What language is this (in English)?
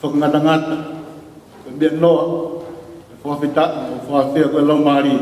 Tongan